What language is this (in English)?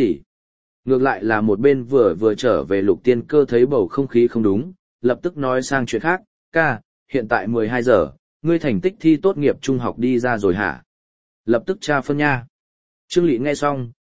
Vietnamese